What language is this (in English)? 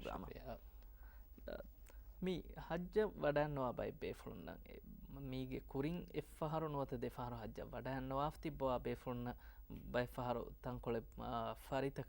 Divehi